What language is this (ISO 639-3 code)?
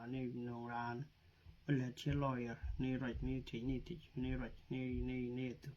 nus